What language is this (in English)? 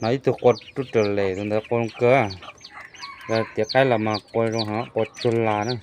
Hmong